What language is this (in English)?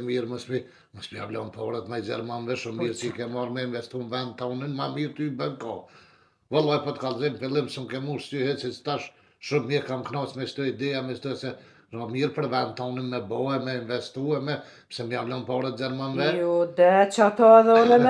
Albanian